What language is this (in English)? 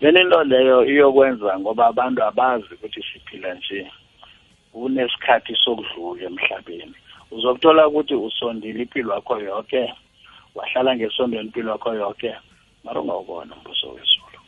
South Ndebele